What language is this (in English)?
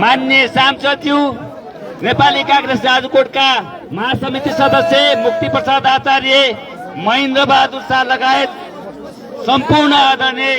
Nepali